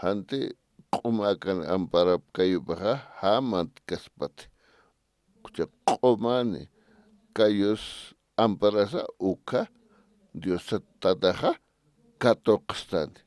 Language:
Aymara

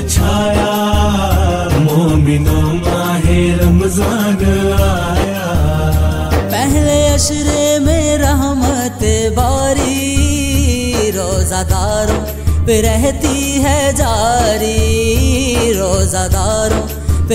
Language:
Urdu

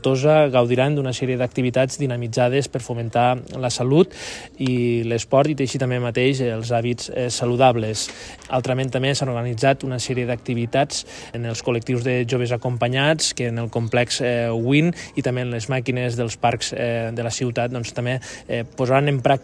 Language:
Catalan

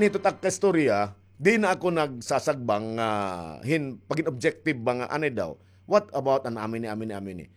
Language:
Waray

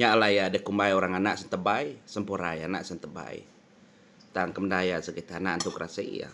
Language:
Iban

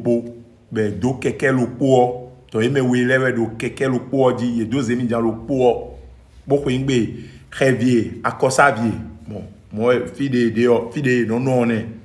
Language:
Fon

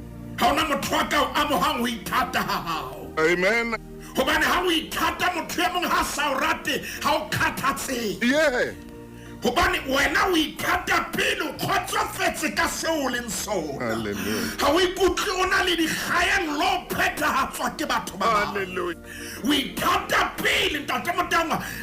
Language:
Southern Sotho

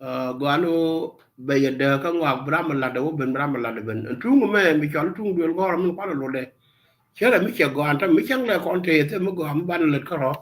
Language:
Nuer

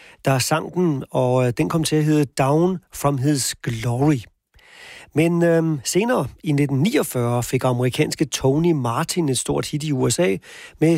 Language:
Danish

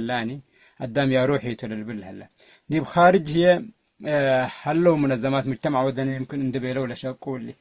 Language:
Tigre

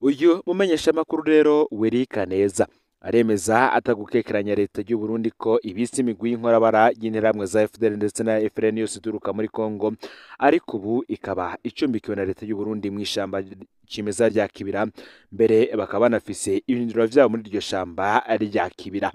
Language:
Rundi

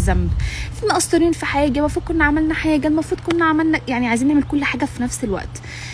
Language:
Egyptian Arabic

